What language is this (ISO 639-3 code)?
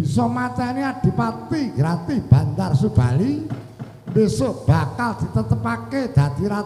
jav